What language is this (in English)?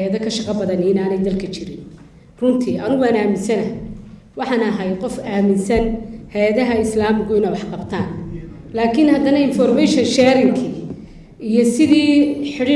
Somali